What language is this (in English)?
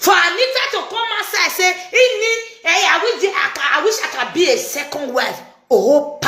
Nigerian Pidgin